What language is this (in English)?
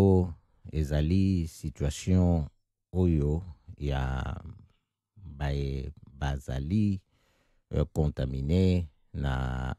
Lingala